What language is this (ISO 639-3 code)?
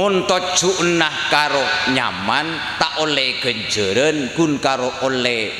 mad